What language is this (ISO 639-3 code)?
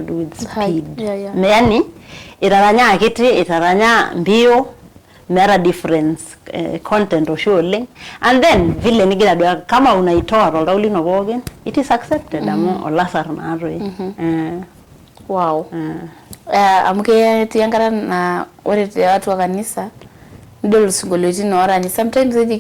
mas